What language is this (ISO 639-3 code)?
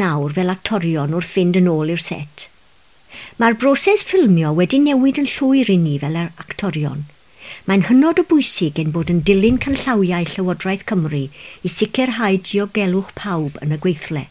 cym